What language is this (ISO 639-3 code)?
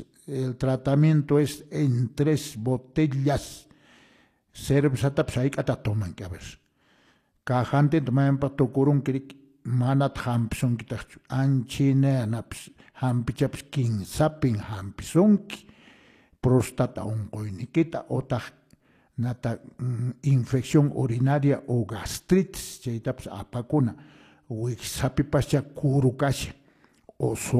que